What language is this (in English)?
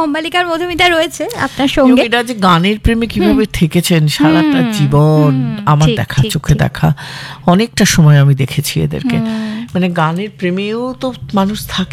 Bangla